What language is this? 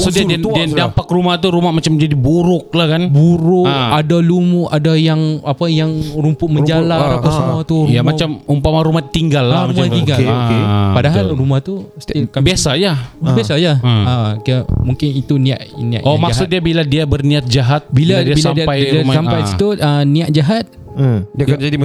Malay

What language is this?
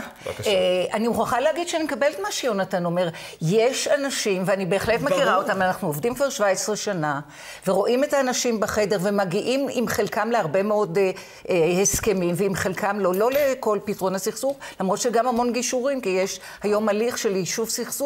Hebrew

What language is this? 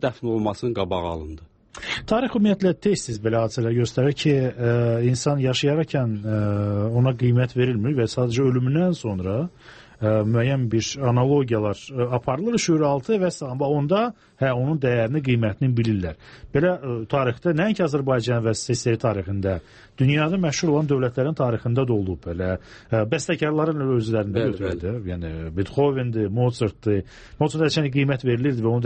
Azerbaijani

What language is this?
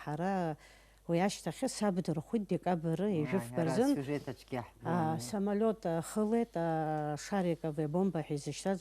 Abkhazian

